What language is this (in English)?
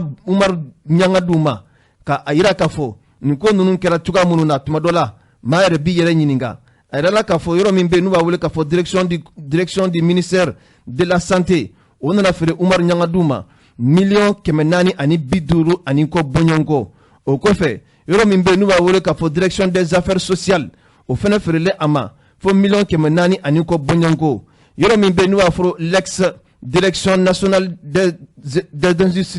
Bambara